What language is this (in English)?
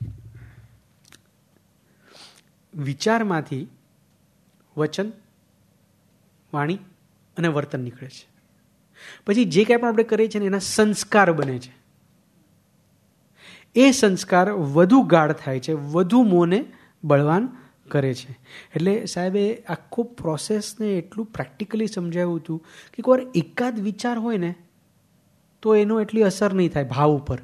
Gujarati